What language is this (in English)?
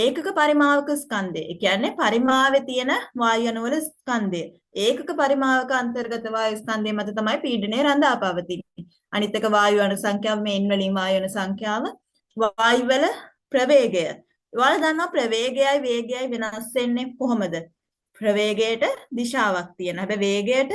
Sinhala